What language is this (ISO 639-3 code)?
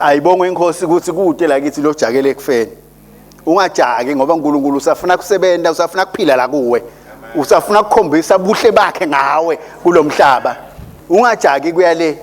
ssw